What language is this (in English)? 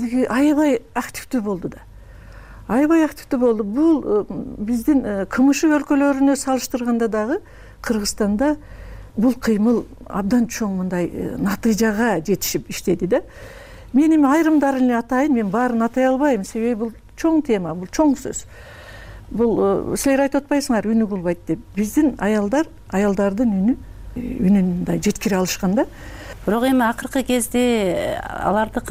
Kyrgyz